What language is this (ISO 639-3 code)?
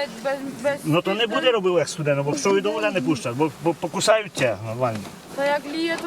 rue